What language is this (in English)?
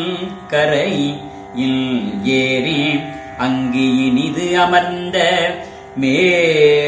Tamil